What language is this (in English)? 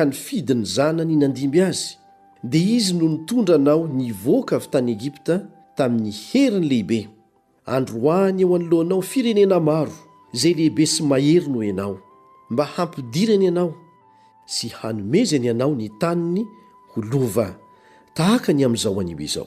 Malagasy